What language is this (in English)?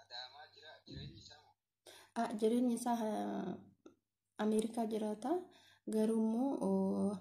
Oromo